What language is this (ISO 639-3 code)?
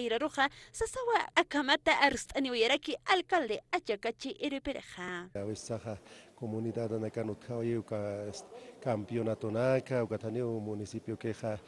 aym